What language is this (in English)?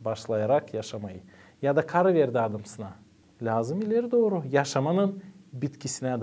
Gagauz